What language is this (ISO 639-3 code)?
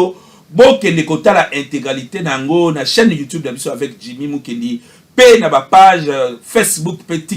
lin